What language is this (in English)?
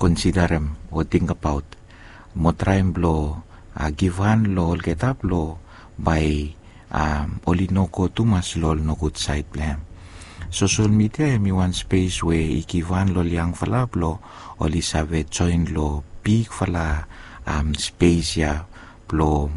Bislama